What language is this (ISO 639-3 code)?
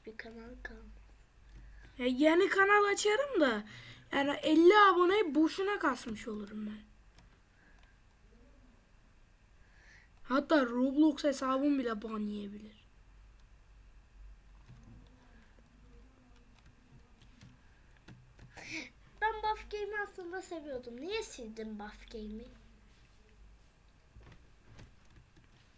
tur